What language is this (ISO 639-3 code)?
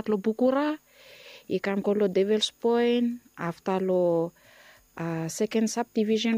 bis